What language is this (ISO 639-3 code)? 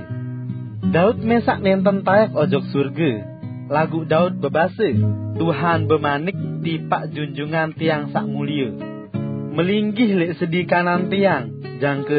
sas